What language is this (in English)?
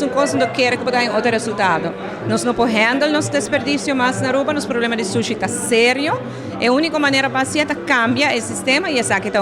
Papiamento